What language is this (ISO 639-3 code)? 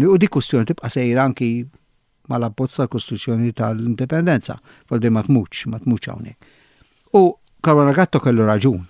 mlt